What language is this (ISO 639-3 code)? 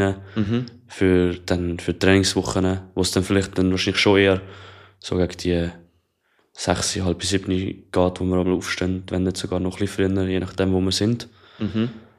deu